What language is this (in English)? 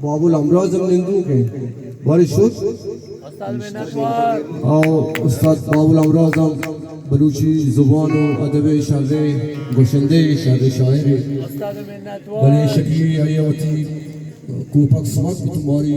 Baluchi